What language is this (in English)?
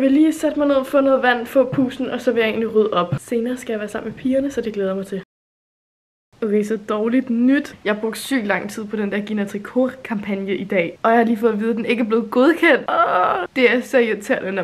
Danish